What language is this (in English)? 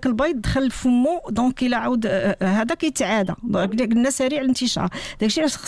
Moroccan Arabic